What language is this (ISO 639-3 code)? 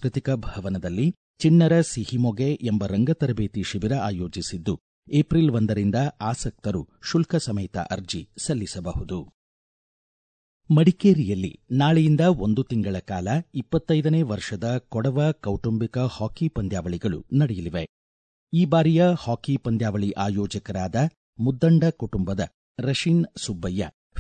kan